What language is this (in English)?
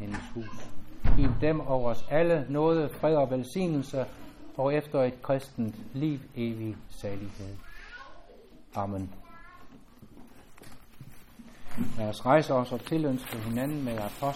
Danish